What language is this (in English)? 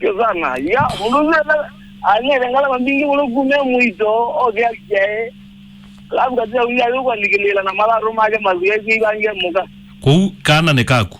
Kamba